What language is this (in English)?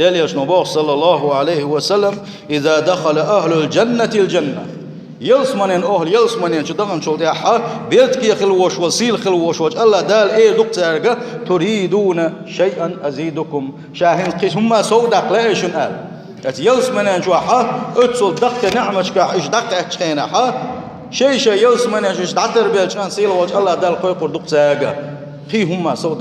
Chechen